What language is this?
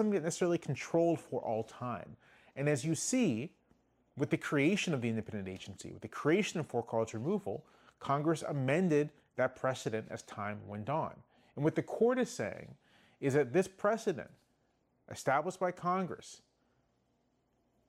English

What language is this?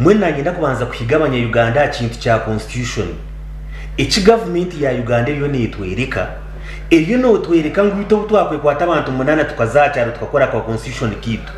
Nyankole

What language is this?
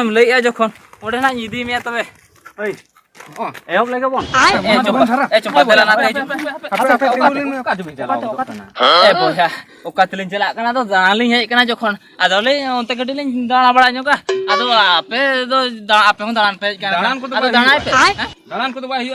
Santali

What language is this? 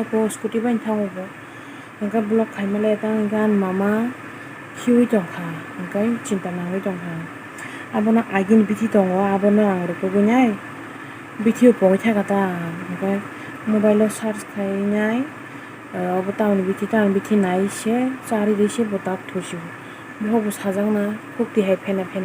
Kok Borok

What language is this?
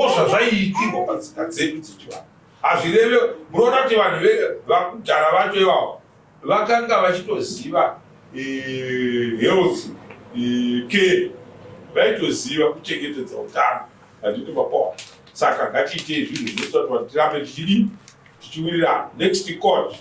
Shona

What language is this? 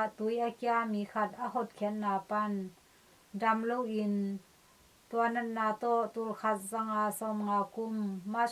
Tedim Chin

